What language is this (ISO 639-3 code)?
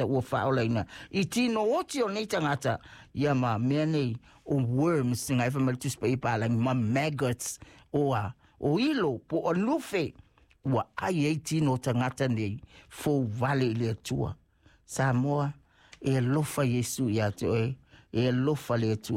smo